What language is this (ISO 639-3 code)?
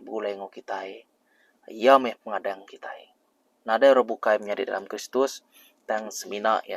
iba